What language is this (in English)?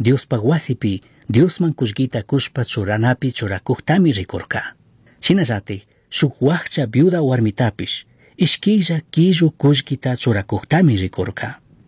Chimborazo Highland Quichua